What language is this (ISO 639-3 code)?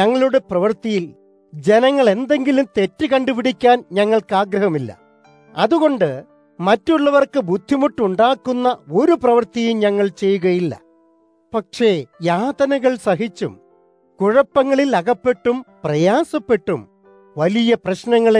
mal